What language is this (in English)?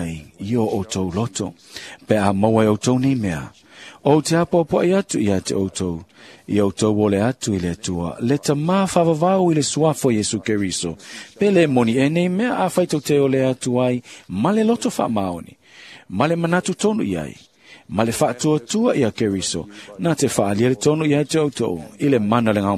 Samoan